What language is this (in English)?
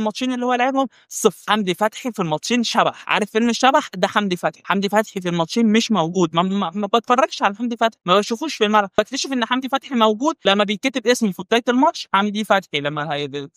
Egyptian Arabic